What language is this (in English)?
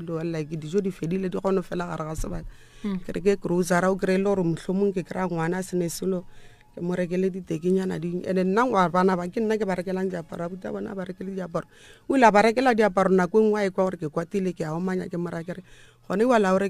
Northern Sotho